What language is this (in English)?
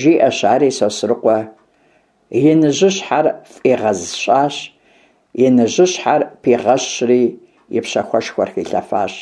Kabardian